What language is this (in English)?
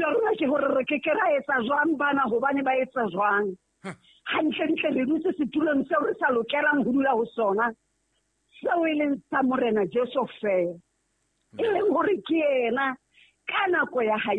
Southern Sotho